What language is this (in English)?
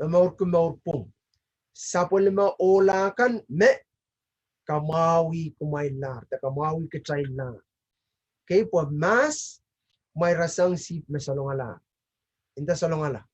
Pohnpeian